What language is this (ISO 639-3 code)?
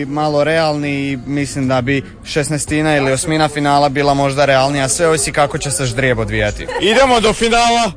hrv